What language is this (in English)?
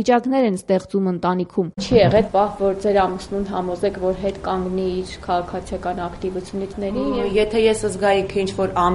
Armenian